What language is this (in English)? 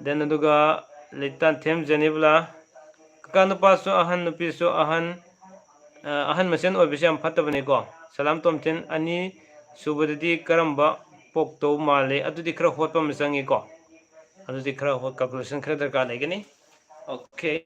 Manipuri